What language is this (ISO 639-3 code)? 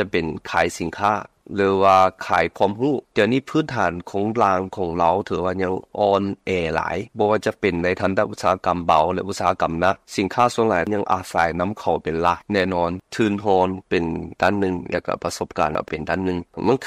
lao